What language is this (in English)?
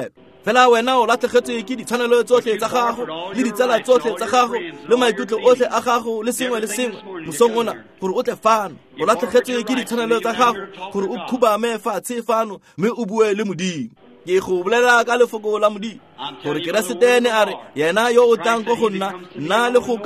Tswana